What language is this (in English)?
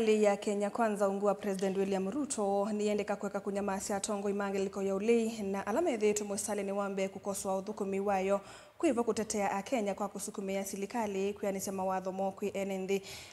Kamba